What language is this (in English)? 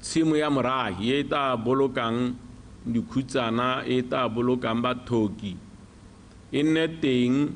Tswana